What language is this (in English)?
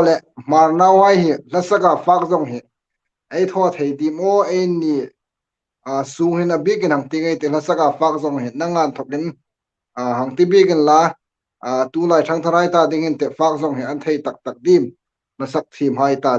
Hmar